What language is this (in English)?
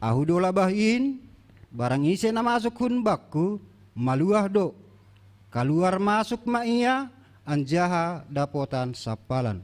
Batak Simalungun